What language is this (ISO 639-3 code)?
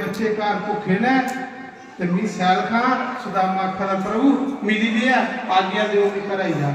doi